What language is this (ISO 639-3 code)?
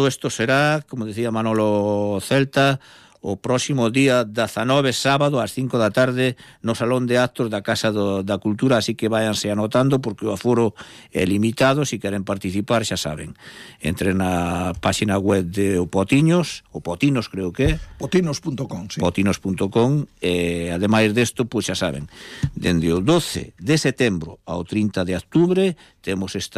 glg